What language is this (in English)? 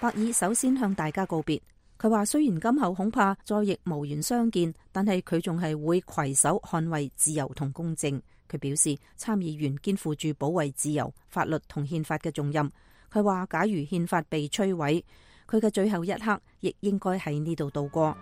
Cantonese